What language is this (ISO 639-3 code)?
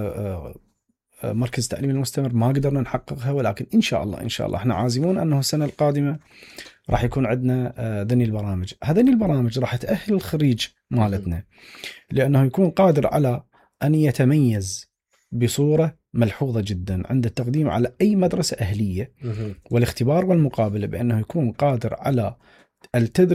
acm